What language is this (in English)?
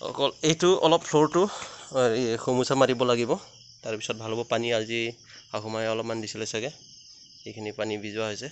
Assamese